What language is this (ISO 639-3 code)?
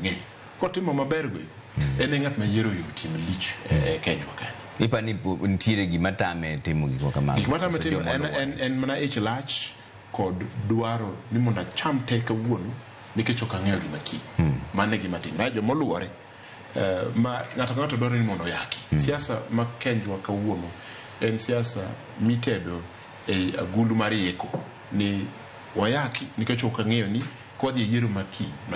luo